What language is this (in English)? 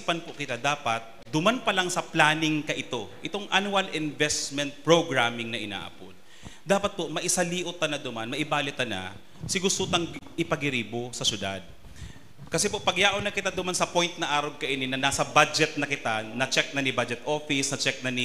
Bikol